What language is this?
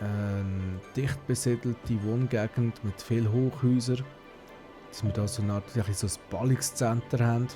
Swiss German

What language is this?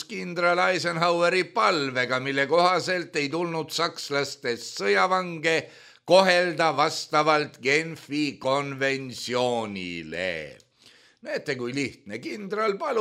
Estonian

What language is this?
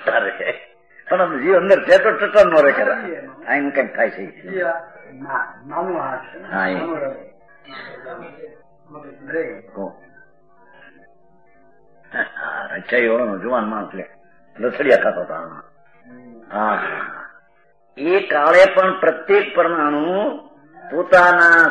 Gujarati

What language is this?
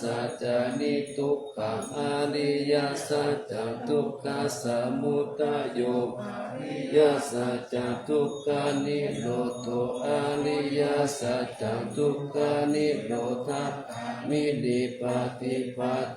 Pali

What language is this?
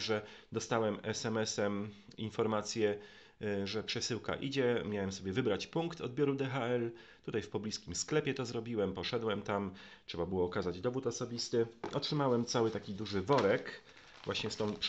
Polish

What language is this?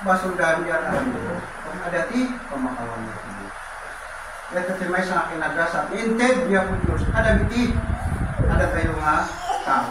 Iloko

